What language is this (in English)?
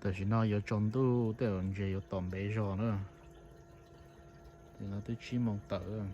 Hmong